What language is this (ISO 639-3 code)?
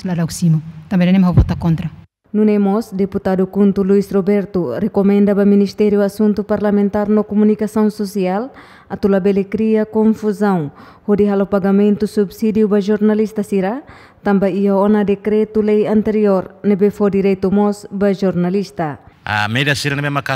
tet